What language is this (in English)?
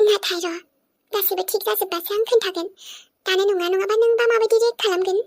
Bodo